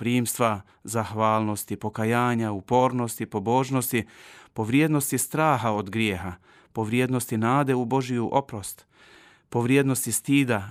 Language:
Croatian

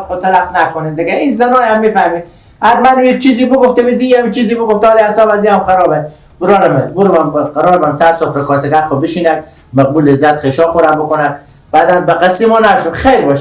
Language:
Persian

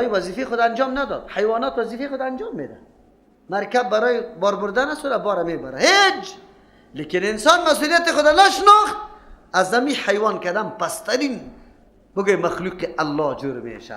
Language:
Persian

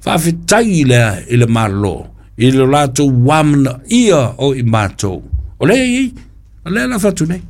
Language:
Samoan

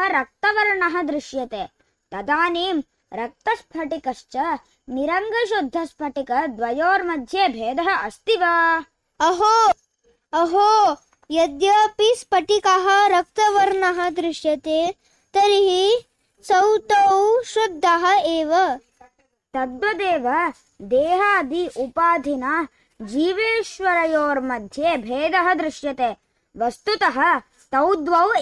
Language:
Sanskrit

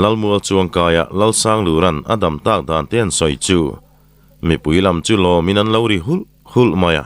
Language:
Mizo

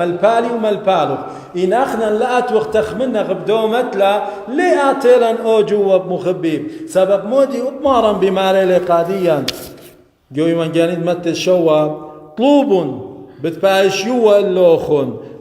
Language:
Assyrian Neo-Aramaic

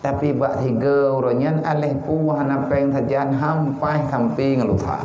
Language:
Achinese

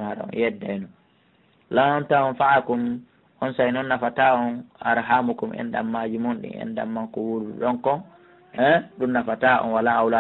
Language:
Pular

